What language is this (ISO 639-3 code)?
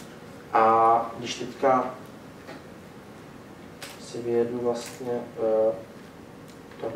ces